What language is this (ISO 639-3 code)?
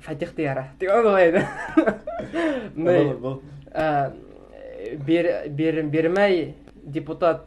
bak